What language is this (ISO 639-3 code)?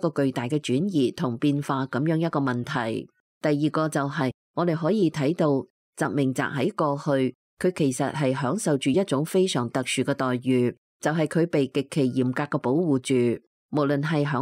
yue